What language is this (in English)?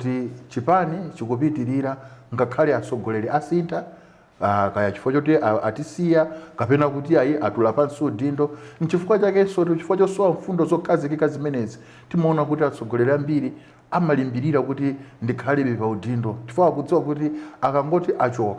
Nyanja